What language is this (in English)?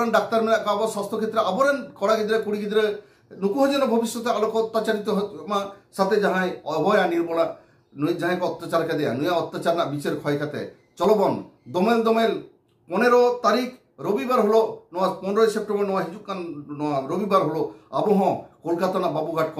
Santali